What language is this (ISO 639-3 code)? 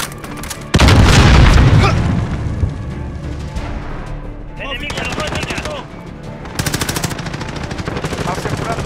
spa